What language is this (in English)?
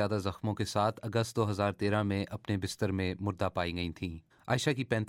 Urdu